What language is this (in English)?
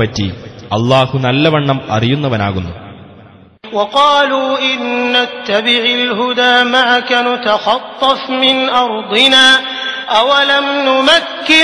Malayalam